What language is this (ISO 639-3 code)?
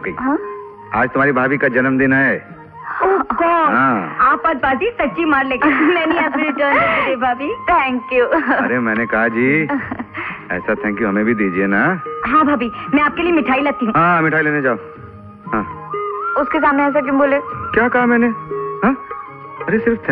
hin